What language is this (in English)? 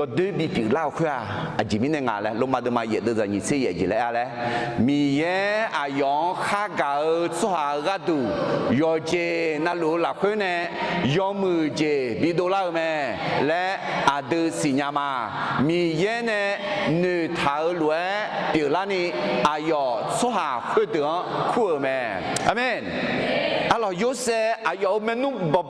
Akha